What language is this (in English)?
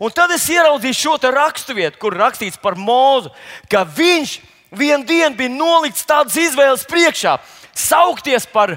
Latvian